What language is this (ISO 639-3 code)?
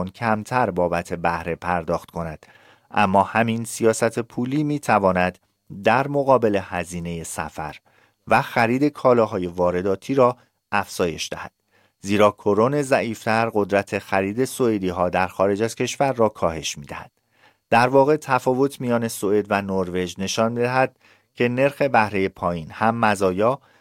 fas